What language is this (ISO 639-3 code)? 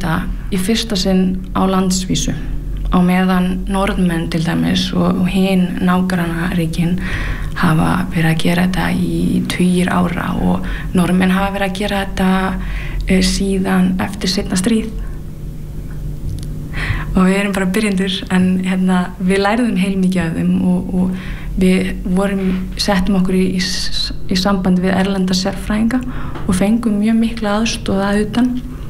isl